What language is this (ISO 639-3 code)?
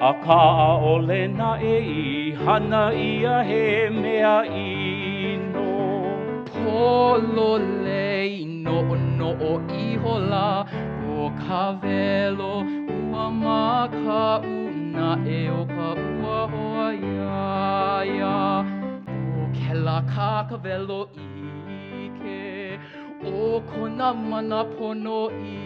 haw